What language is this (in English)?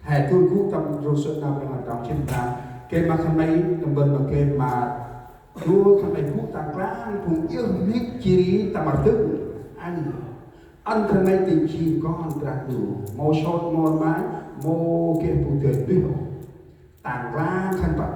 Central Mnong